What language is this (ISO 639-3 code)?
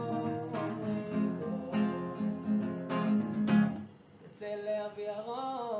heb